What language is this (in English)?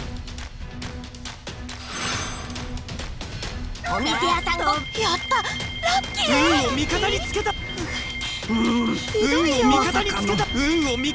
Japanese